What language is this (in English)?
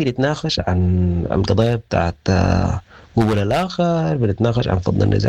Sudanese Arabic